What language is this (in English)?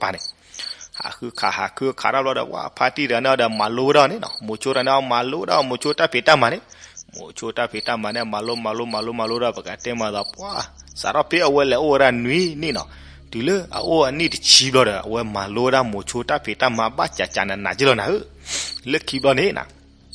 S'gaw Karen